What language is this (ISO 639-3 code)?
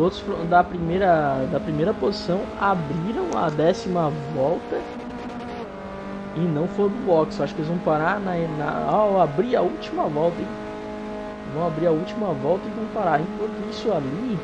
por